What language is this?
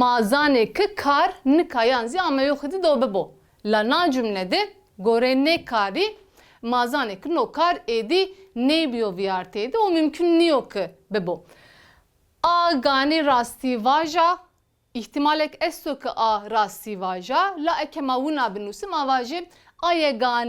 Zaza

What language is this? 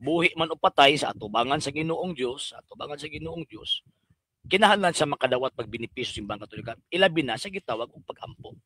Cebuano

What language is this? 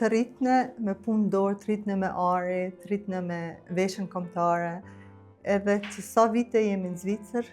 Albanian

